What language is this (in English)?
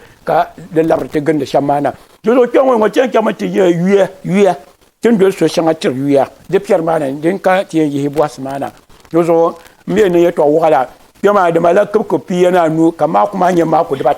Dagbani